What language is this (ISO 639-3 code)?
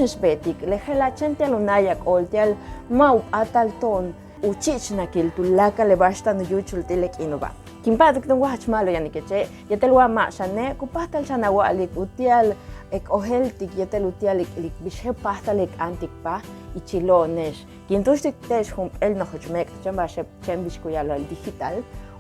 yua